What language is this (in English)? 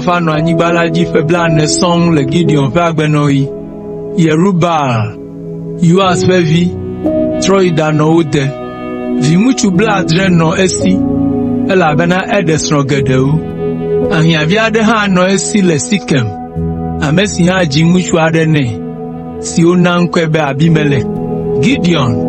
Ewe